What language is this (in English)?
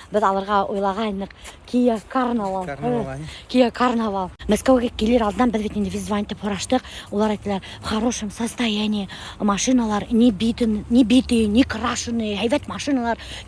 Bashkir